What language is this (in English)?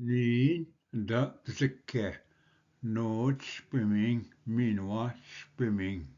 Ojibwa